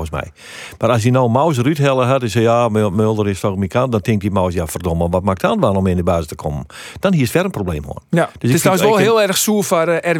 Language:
Western Frisian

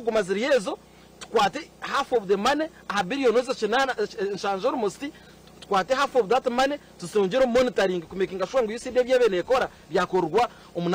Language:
Nyankole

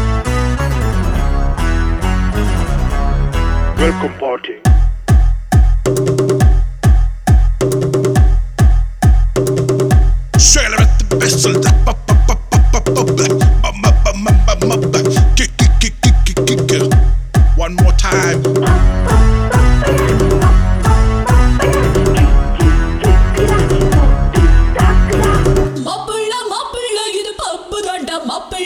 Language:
Tamil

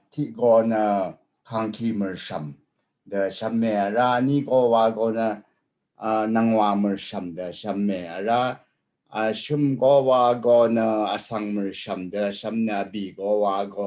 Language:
Rawang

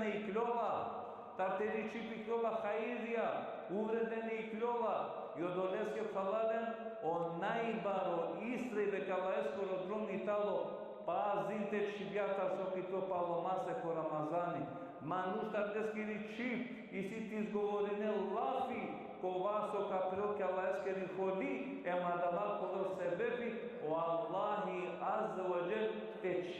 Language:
Balkan Romani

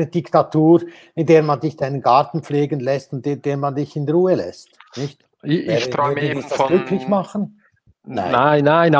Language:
German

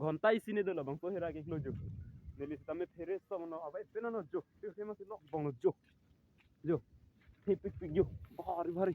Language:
Karbi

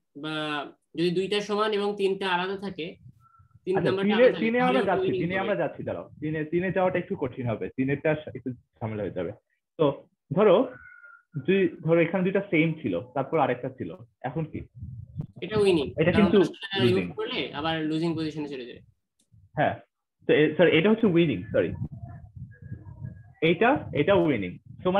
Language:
Bangla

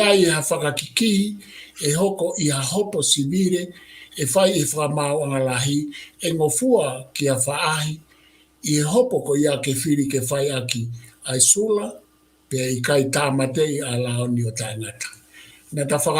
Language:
Tongan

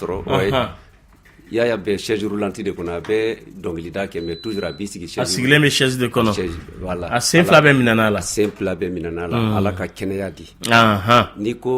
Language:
Bambara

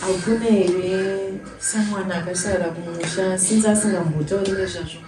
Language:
Shona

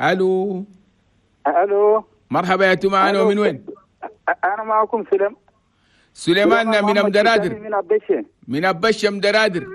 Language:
Chadian Arabic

